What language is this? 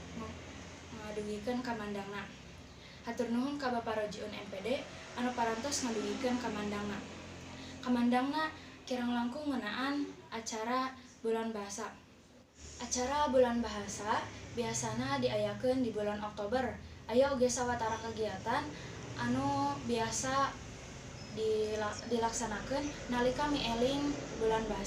Sundanese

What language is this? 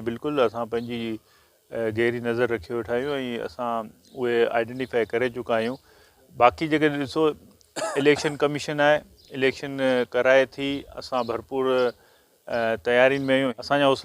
Sindhi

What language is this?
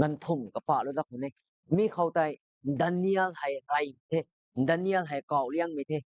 Rongmei Naga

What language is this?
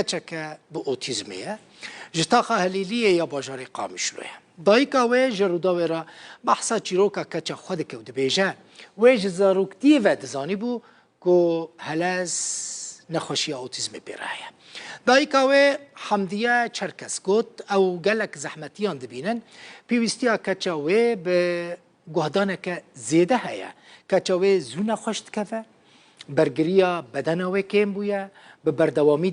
Kurdish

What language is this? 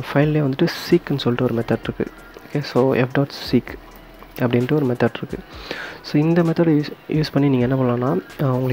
Tamil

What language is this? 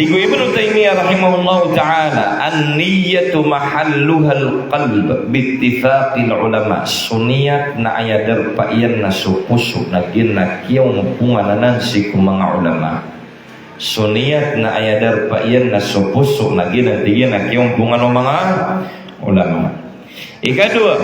Maranao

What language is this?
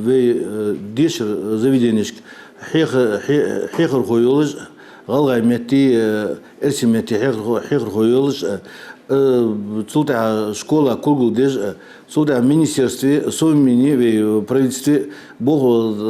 Ingush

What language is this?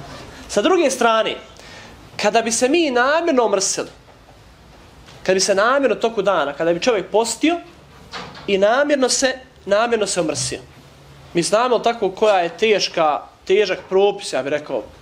Bosnian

